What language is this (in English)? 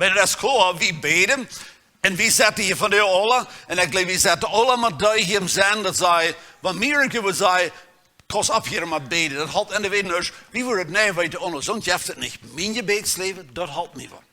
Plautdietsch